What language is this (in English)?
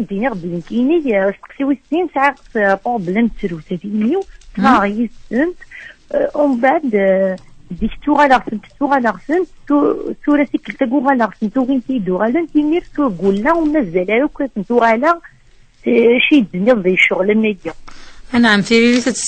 Kabyle